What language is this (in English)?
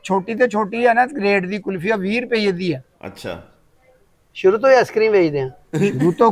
Punjabi